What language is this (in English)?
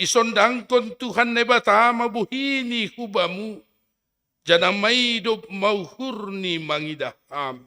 Batak Simalungun